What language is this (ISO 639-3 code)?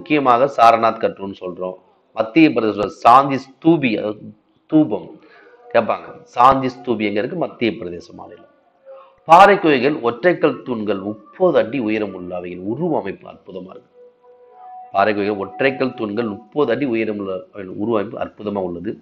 tam